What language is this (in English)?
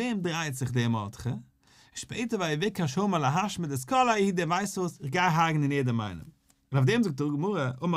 Yiddish